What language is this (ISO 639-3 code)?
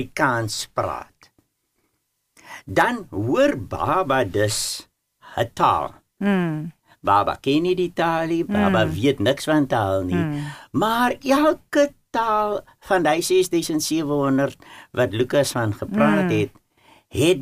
afr